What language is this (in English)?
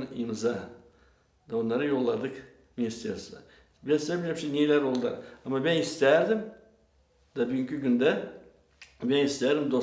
Gagauz